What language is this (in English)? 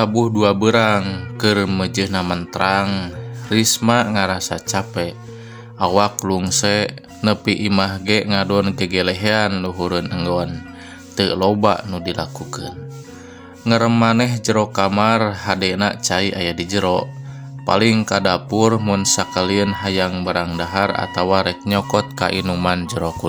Sundanese